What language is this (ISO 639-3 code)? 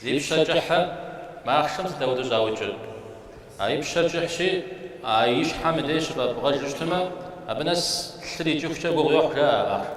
kbd